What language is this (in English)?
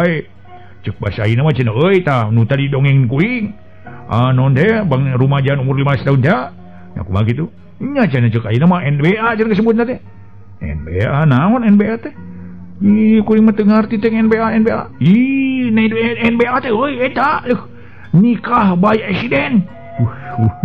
Sundanese